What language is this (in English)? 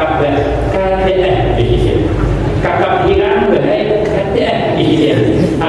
Banjar